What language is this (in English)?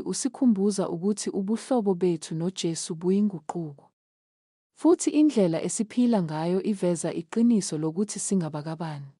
Zulu